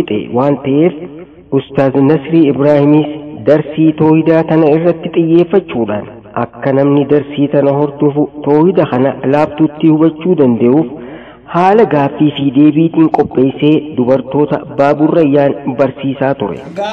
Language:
Oromo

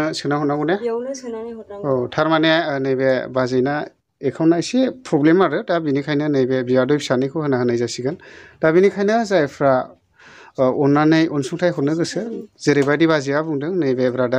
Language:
Bodo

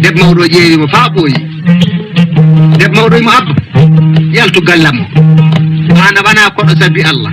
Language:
Fula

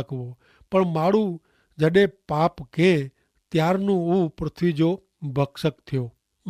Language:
Kachhi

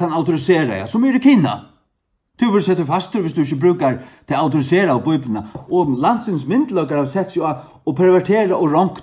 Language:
Faroese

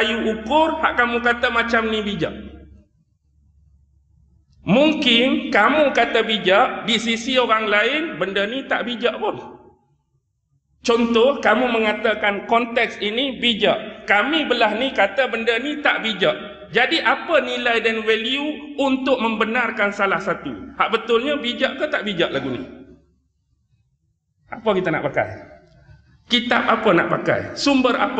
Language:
Malay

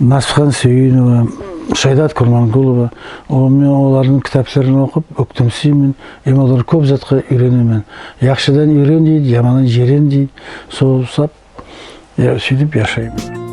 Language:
Nogai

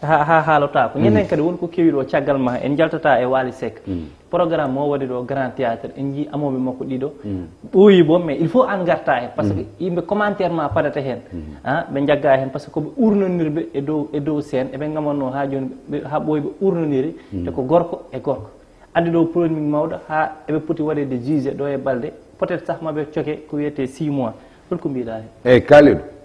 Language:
Fula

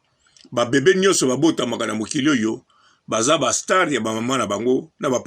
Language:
Lingala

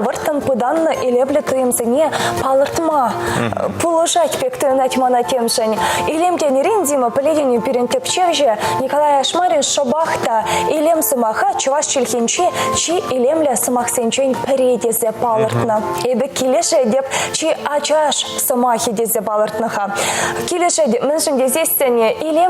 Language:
Chuvash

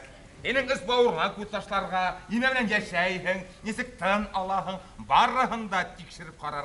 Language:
Bashkir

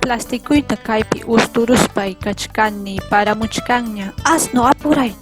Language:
Ayacucho Quechua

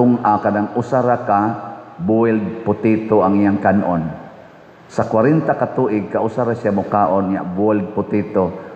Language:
Cebuano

